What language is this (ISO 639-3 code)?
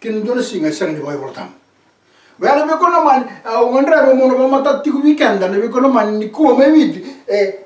fij